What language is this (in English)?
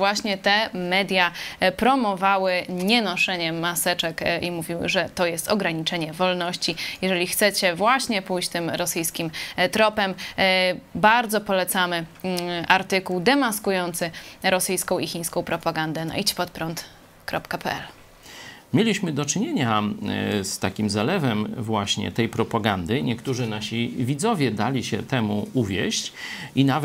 Polish